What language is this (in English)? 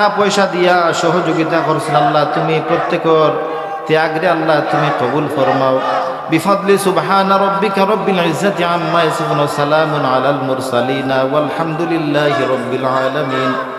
Sylheti